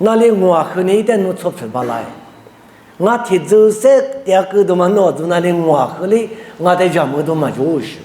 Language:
Lisu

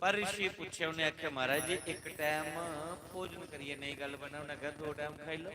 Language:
Dogri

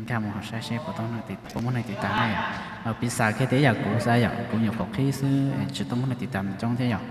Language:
Hmong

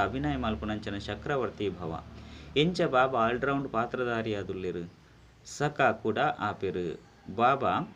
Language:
Tulu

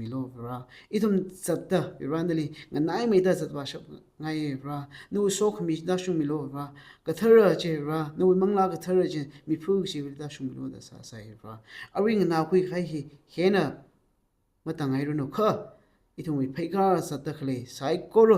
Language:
Tangkhul Naga (India)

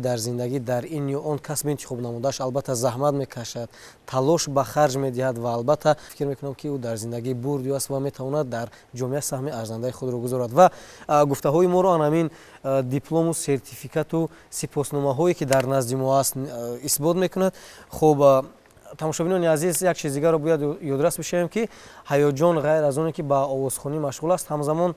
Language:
Tajik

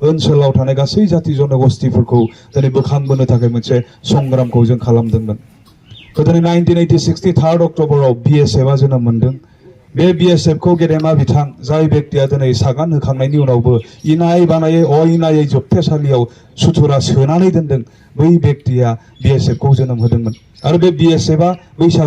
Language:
Bodo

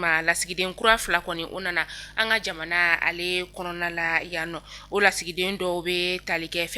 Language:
Bambara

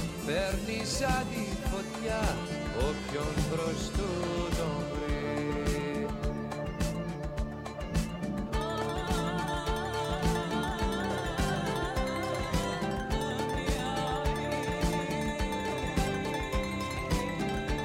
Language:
Greek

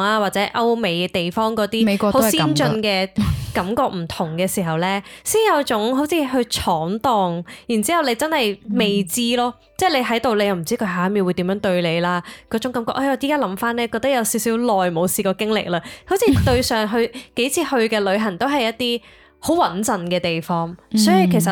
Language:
Cantonese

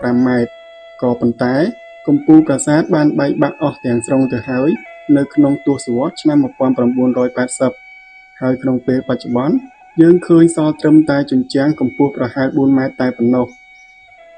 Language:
Khmer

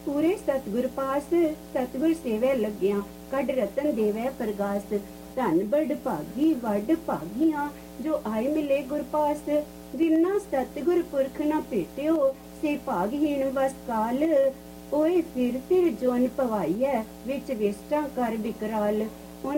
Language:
Punjabi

